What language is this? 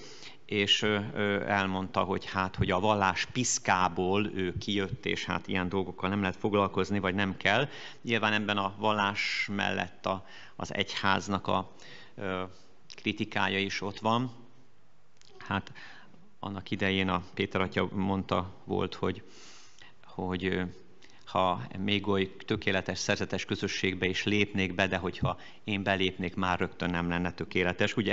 Hungarian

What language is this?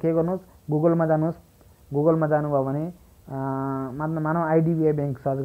Nepali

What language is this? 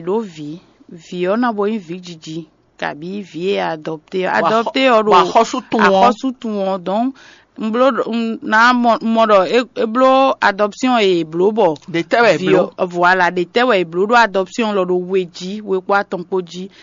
Fon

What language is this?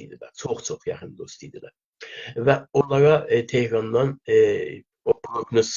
South Azerbaijani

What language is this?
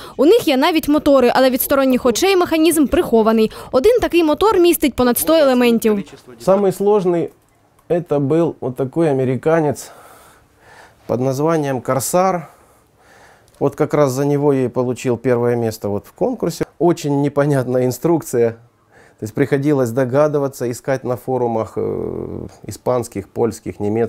Ukrainian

